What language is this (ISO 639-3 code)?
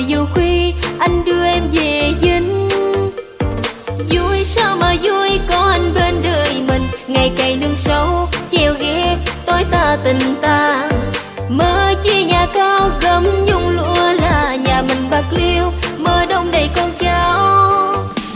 vie